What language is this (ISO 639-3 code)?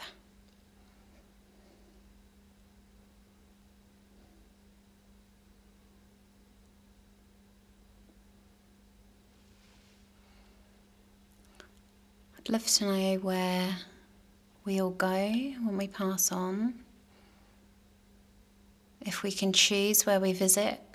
eng